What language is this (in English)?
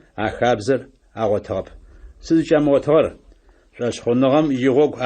Adyghe